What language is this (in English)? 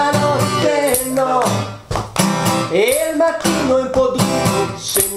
Italian